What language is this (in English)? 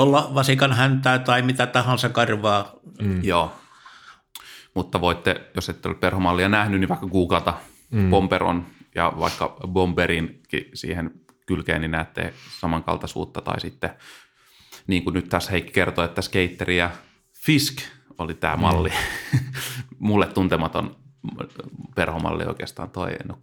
Finnish